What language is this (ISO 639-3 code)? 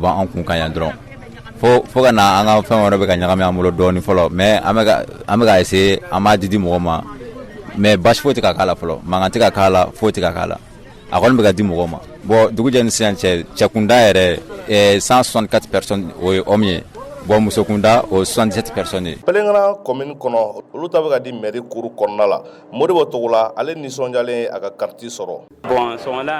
bam